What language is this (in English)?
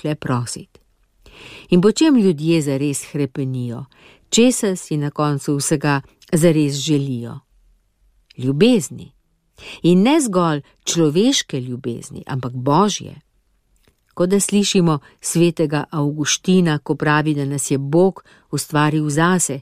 Slovenian